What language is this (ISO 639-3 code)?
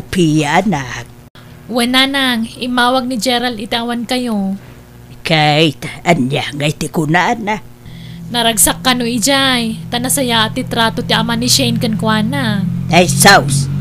ilo